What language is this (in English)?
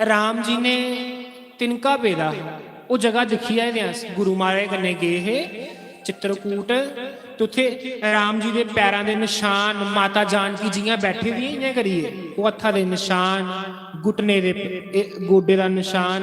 Dogri